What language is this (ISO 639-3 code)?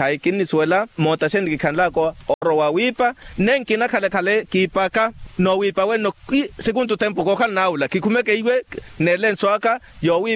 vmw